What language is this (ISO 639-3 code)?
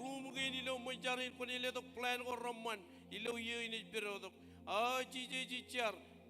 mah